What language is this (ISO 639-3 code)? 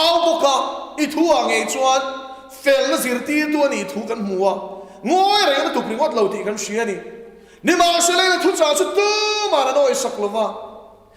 lus